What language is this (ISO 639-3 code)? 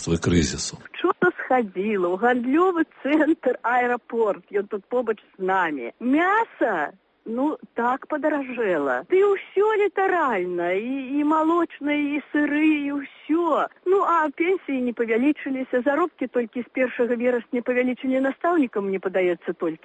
bel